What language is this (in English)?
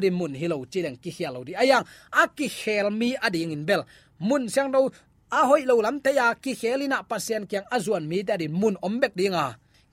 Tedim Chin